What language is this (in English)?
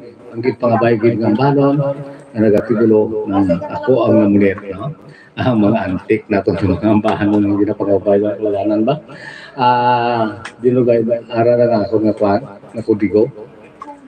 Hiligaynon